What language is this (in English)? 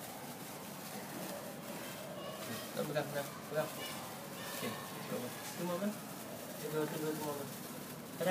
Malay